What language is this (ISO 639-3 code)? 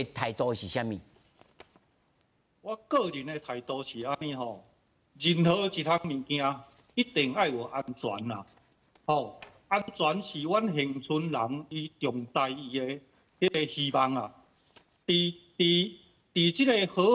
nan